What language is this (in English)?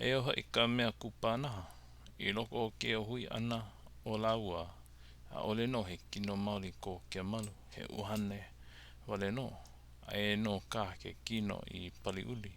Hawaiian